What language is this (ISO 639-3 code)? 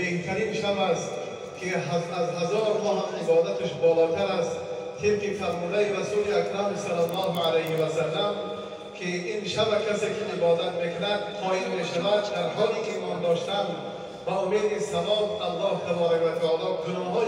tgk